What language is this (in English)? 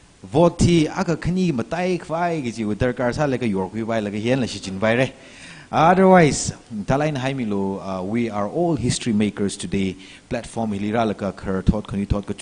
Tangkhul Naga (India)